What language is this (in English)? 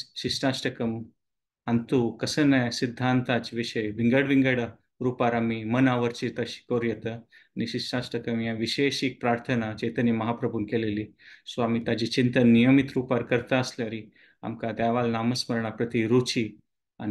Konkani